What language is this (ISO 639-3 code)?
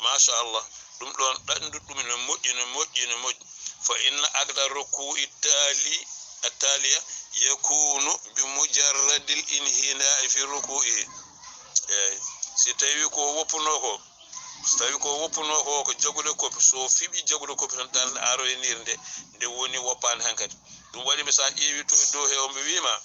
ful